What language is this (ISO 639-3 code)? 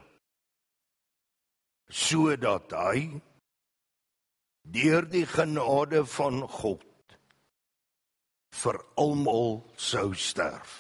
afr